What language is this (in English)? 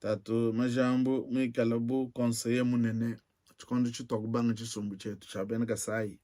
Luba-Lulua